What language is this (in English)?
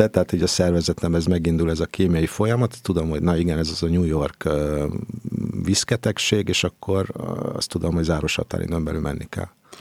Hungarian